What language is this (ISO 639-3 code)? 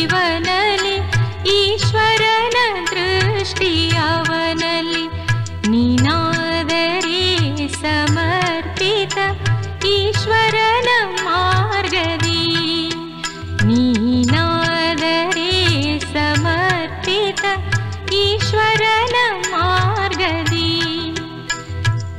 kan